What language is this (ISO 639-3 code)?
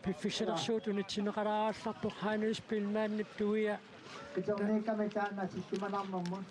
kal